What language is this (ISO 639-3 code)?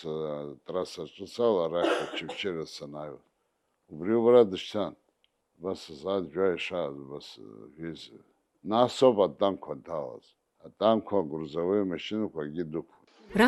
abk